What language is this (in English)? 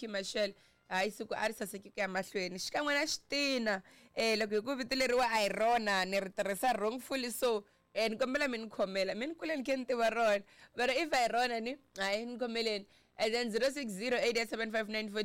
Tsonga